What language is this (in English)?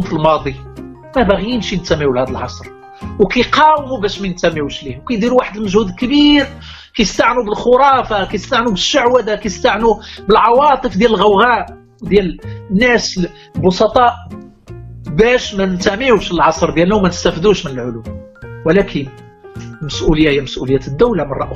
Moroccan Arabic